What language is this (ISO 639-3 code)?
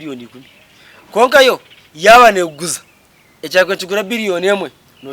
nyn